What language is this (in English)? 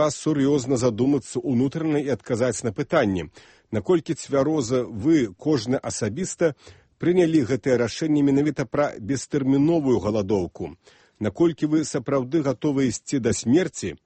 Belarusian